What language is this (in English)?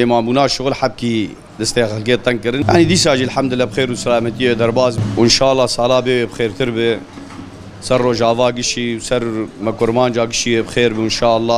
Kurdish